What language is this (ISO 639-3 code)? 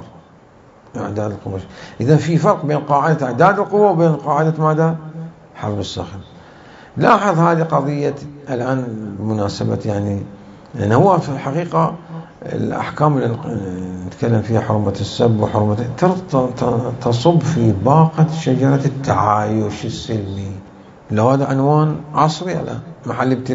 acm